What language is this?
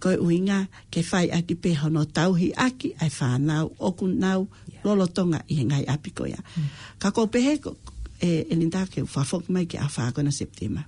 Tongan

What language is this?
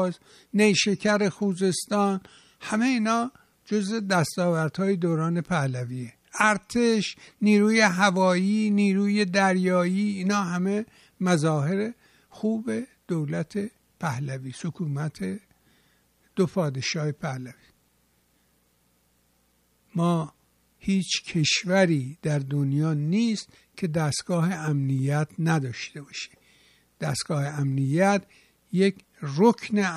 Persian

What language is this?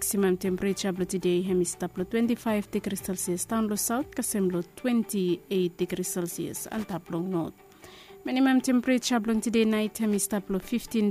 Bislama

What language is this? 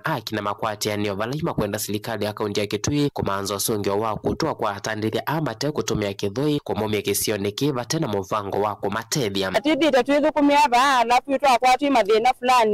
Kamba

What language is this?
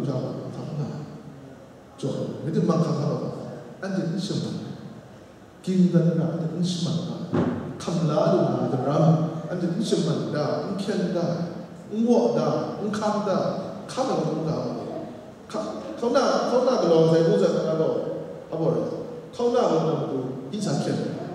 Kachin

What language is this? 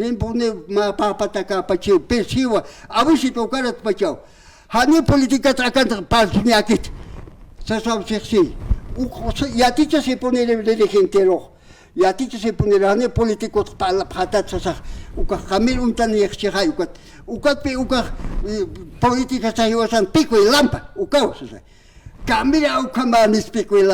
Aymara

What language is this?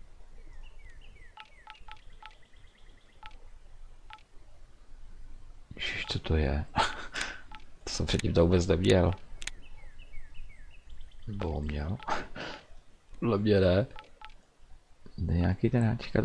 Czech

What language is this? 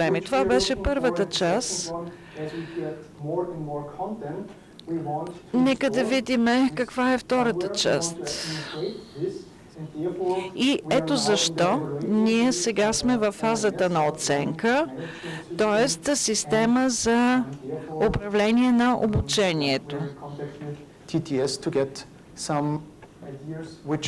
Bulgarian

